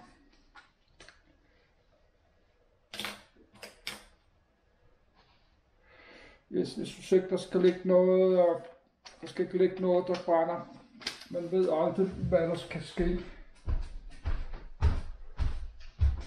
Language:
Danish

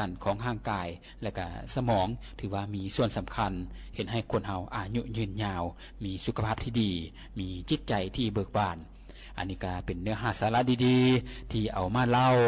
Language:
Lao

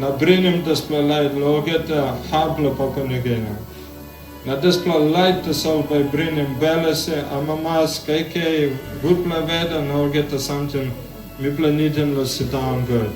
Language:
Tok Pisin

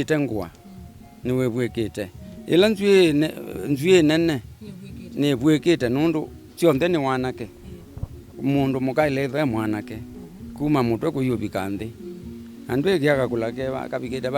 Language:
Kamba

